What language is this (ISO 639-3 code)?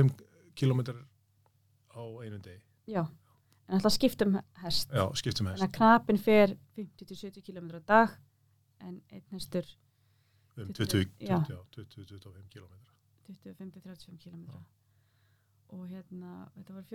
isl